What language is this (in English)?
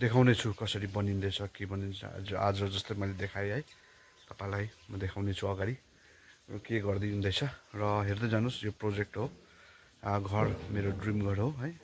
Nepali